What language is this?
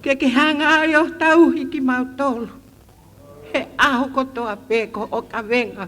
Tongan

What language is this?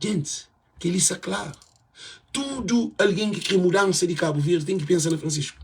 Kabuverdianu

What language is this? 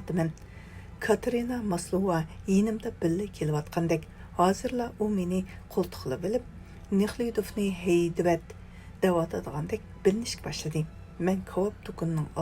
Uyghur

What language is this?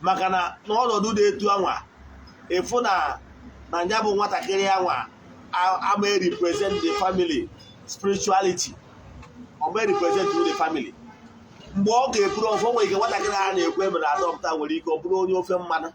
Igbo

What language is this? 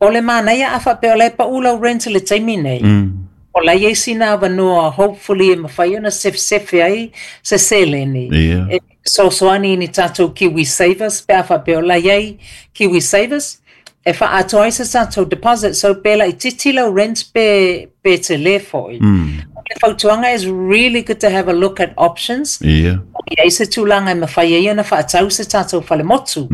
Samoan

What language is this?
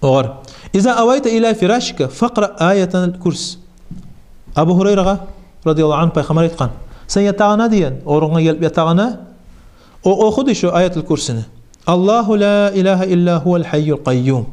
Kumyk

